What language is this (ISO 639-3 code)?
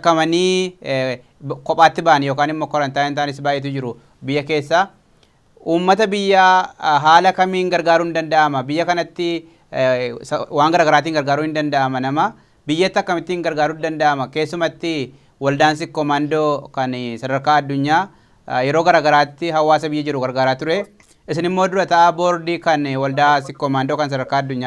orm